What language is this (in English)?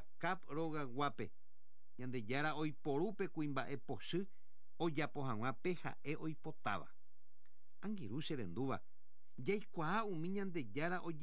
Guarani